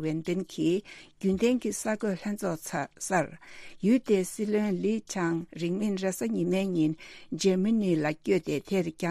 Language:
Tibetan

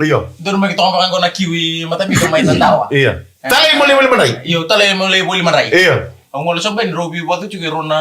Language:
Fijian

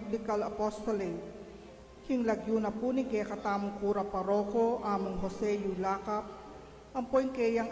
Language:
Pampanga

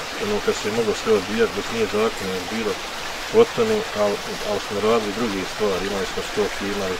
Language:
Bosnian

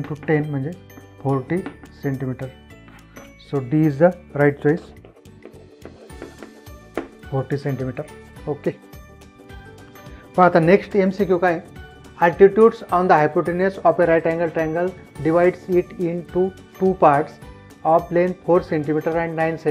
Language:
Marathi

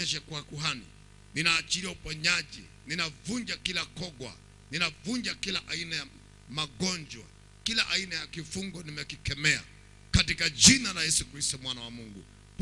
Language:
Swahili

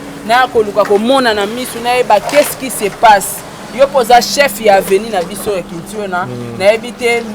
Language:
Lingala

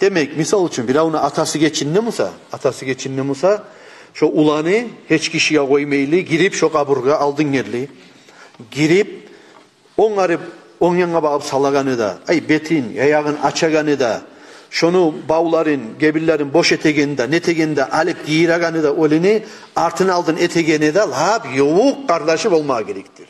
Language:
Kumyk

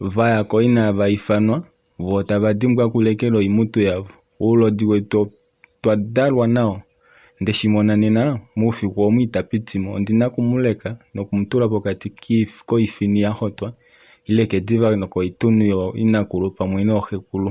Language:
Kuanyama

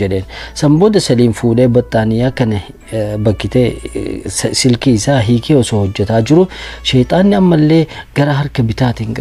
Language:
Oromo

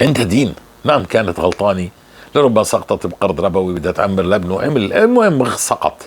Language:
North Levantine Arabic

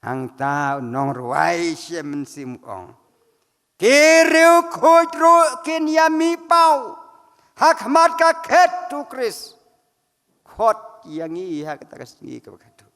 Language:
Khasi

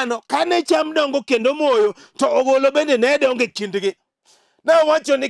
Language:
Luo (Kenya and Tanzania)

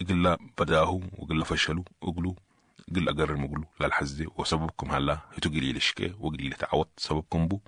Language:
Sudanese Arabic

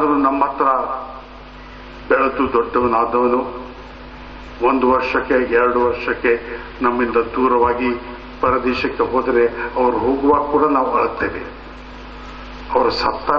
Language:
Kannada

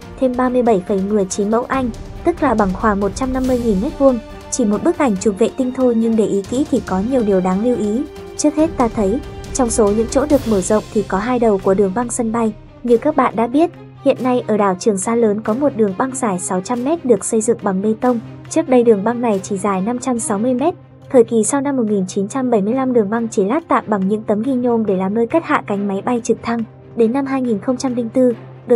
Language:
Vietnamese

